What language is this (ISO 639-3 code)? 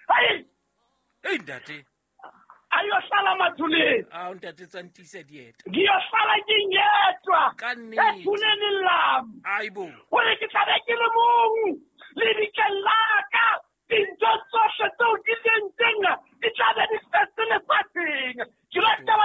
sot